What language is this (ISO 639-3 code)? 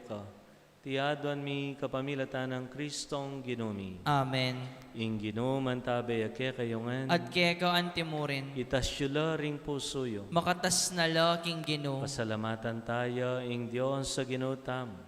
pam